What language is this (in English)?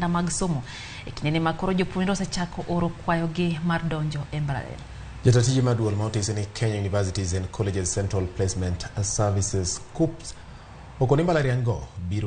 Luo (Kenya and Tanzania)